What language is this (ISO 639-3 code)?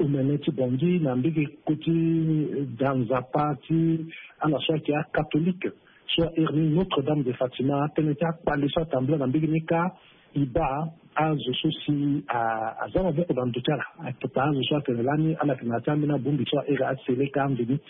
sag